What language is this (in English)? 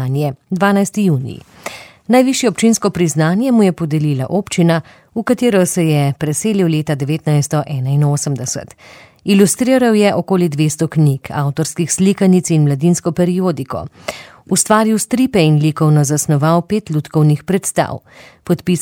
Slovenian